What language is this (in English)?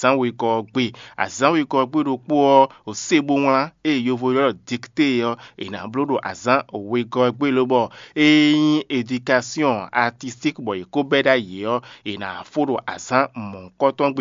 Fon